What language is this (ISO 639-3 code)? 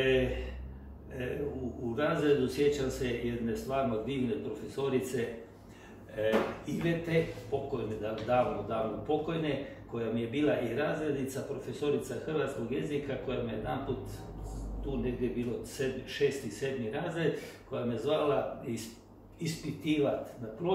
hrv